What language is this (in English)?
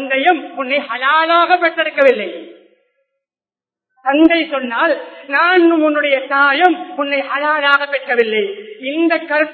Tamil